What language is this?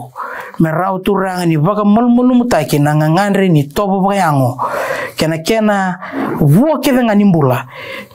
Fijian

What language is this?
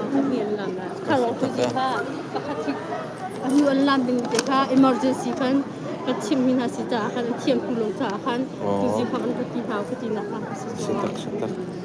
Hakha Chin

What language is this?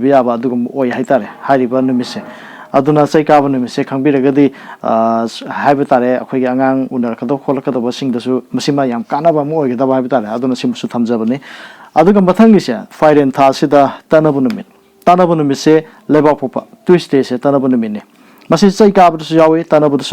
Manipuri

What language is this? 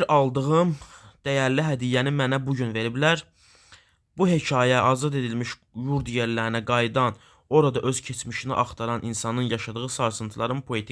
Azerbaijani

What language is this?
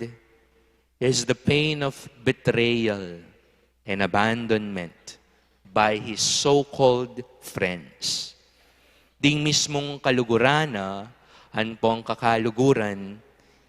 Pampanga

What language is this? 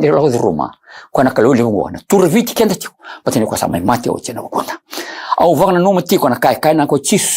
Fijian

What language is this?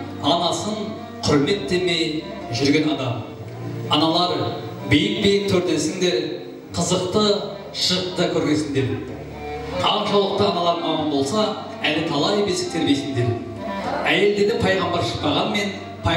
Kara-Kalpak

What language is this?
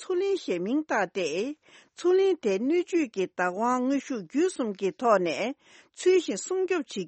Tibetan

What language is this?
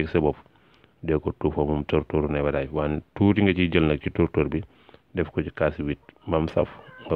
Wolof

